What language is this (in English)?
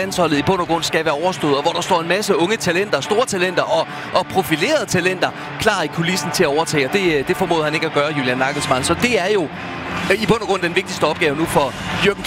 Danish